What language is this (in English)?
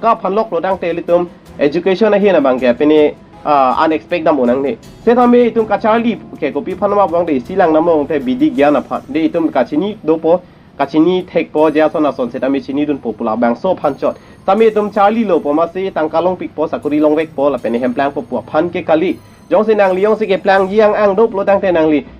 Karbi